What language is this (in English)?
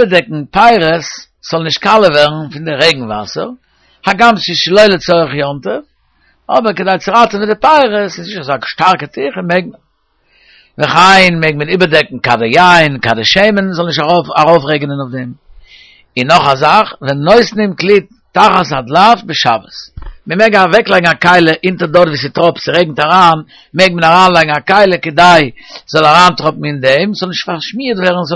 Yiddish